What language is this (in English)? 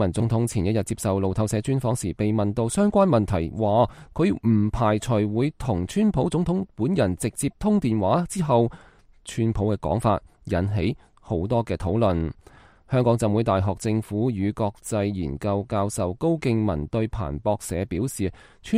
Cantonese